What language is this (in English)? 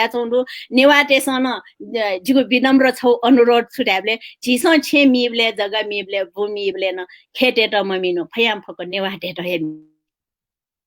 Newari